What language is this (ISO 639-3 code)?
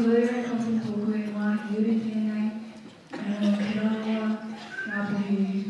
mri